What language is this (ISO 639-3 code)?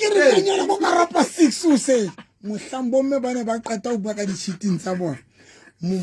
sot